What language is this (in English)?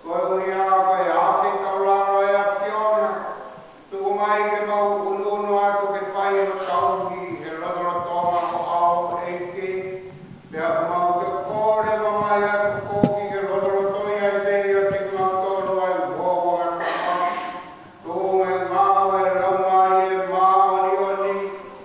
Tongan